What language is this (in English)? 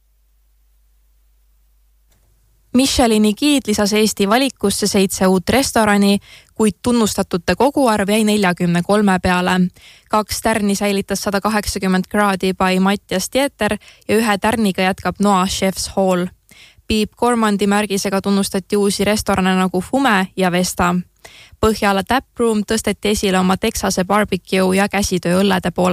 Estonian